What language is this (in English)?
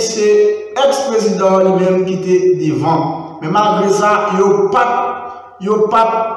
Haitian Creole